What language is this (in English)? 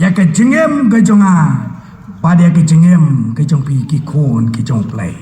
Khasi